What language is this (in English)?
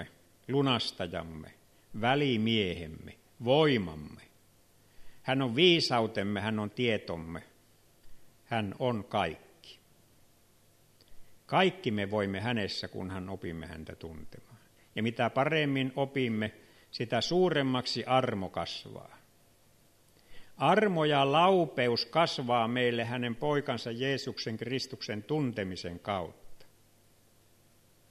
Finnish